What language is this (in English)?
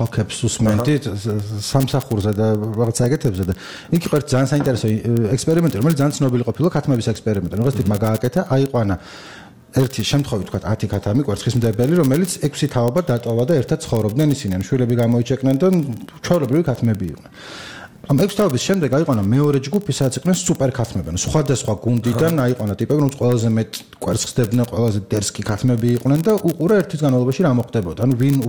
Georgian